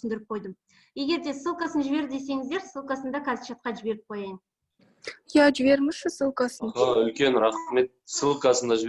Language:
Kazakh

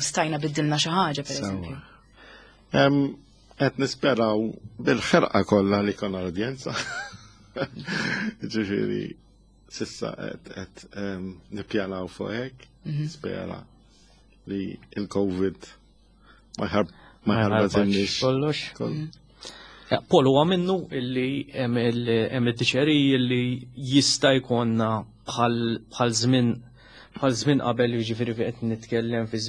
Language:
Maltese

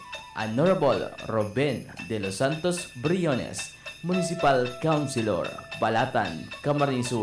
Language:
Bikol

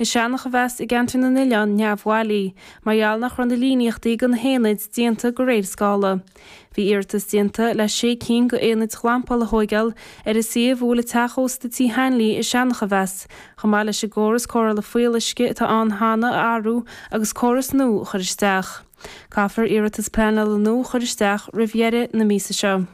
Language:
Irish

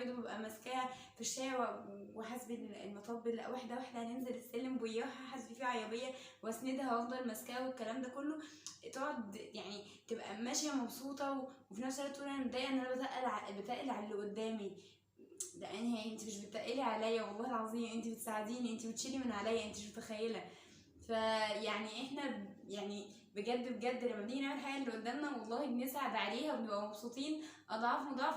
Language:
Egyptian Arabic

